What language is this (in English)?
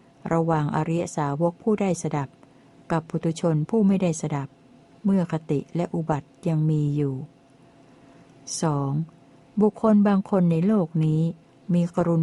Thai